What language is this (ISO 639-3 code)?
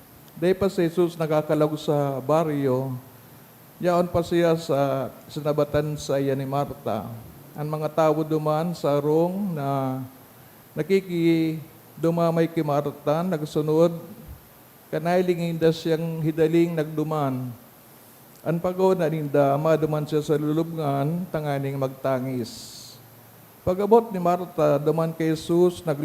bik